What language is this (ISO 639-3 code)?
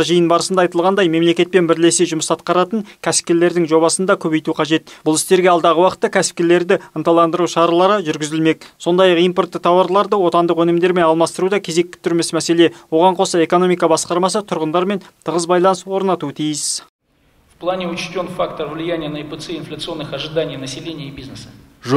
kaz